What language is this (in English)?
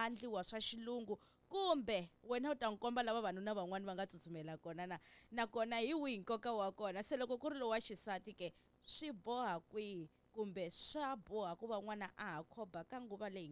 Tsonga